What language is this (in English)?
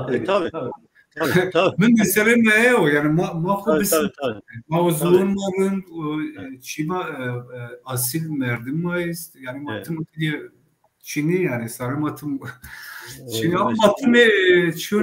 Zaza